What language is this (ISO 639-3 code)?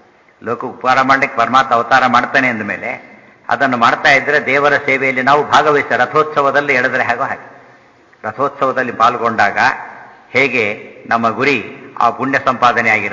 kan